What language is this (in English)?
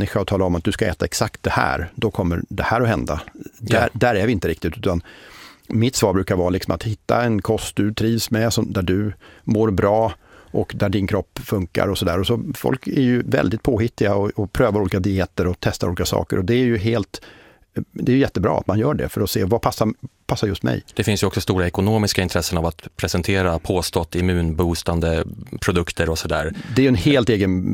Swedish